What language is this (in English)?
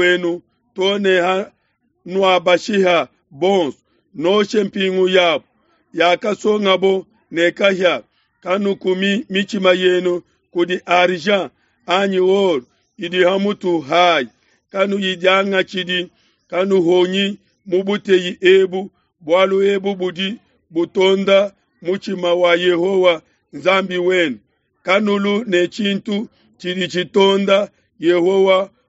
Luba-Lulua